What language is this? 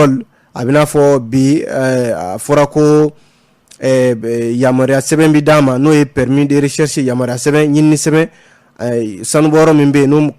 Bambara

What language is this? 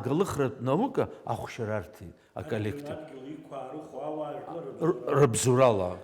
Abkhazian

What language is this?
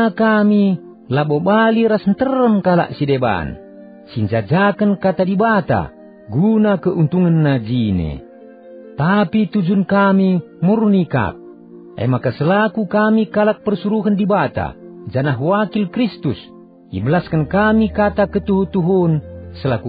Batak Karo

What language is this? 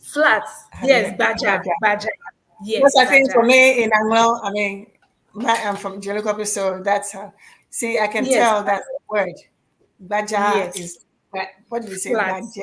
Ewe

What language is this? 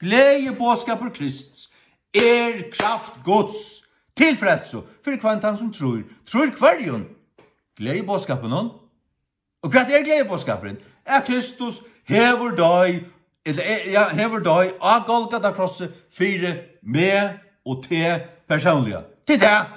Faroese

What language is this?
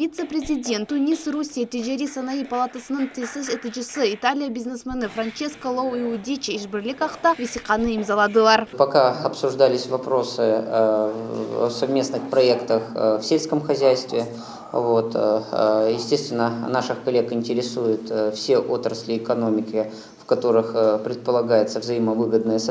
Crimean Tatar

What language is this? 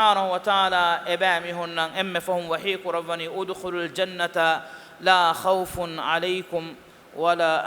Divehi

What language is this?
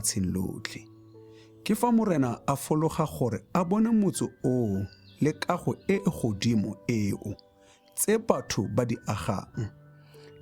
Tswana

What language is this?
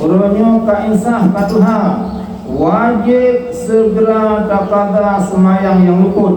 Achinese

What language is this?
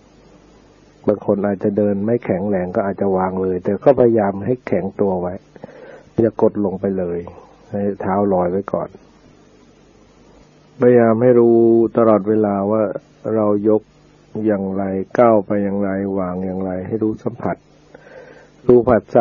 Thai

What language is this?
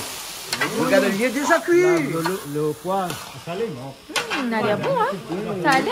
Réunion Creole French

